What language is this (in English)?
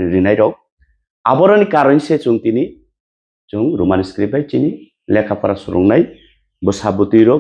Kok Borok